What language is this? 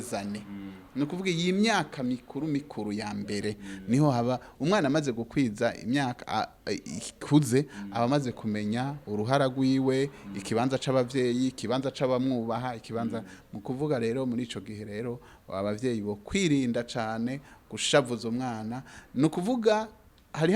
Rundi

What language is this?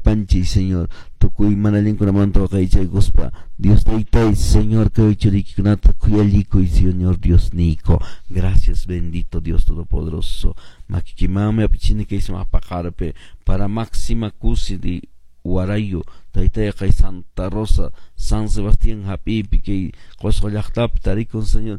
Quechua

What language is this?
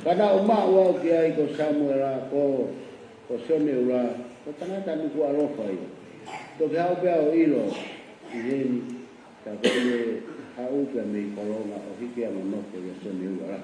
Tongan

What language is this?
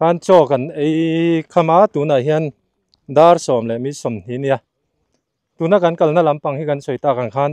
Mizo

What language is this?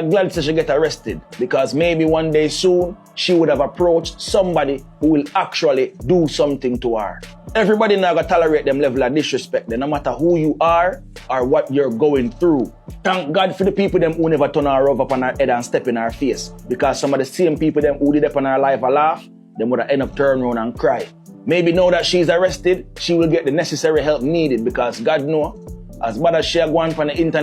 Jamaican Creole English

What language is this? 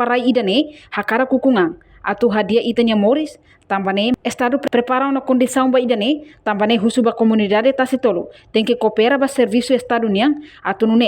Tetum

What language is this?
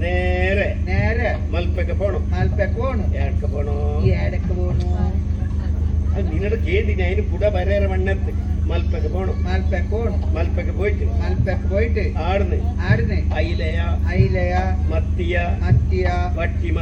Tulu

